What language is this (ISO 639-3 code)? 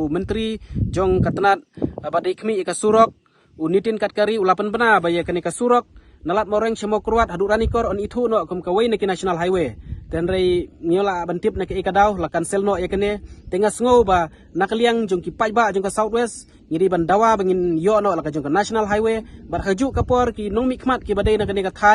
kha